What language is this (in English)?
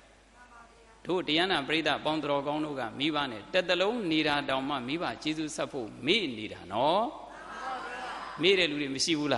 Burmese